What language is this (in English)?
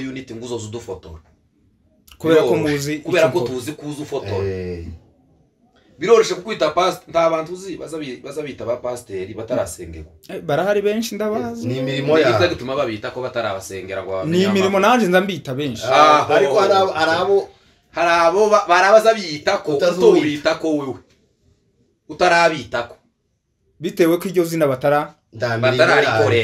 Kinyarwanda